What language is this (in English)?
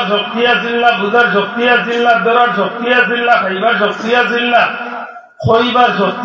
Sylheti